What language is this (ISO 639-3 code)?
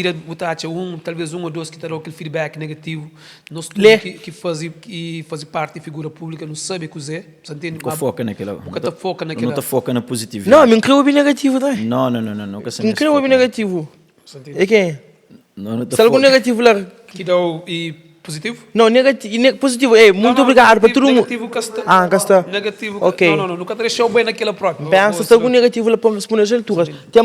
kea